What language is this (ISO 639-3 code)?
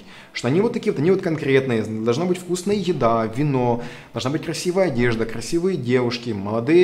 rus